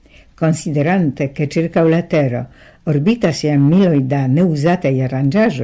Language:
Esperanto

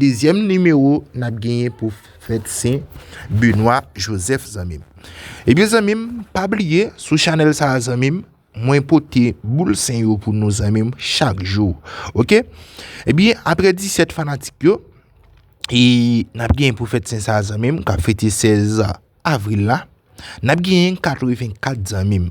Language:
Haitian Creole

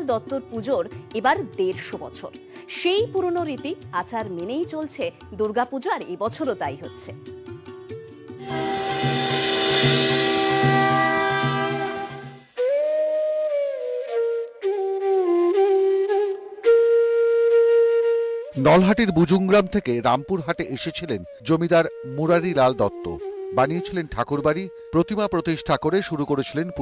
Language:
Bangla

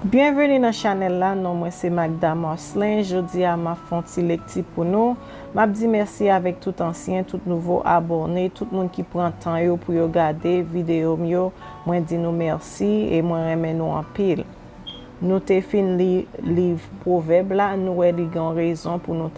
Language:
Haitian Creole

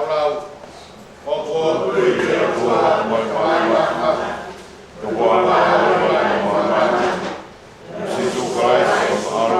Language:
Tongan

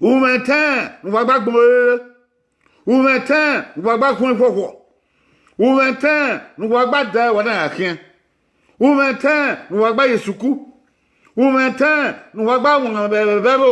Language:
Bini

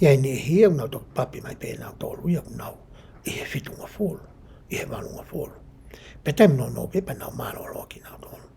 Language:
Tongan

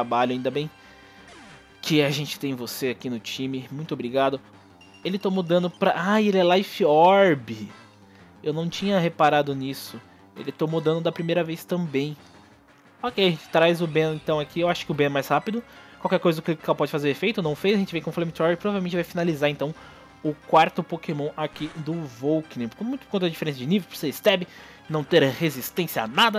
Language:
Portuguese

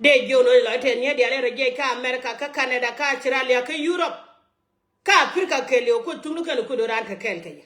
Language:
Nuer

